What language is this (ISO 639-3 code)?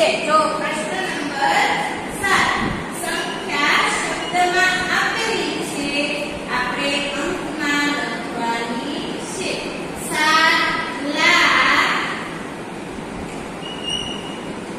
guj